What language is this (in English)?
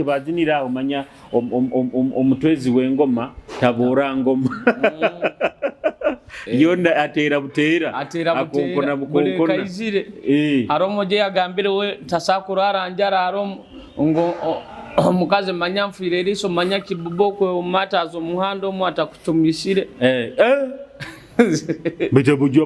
Nyoro